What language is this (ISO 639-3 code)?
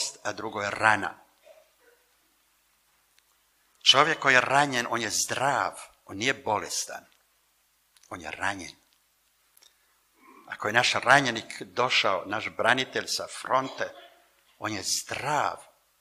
hrv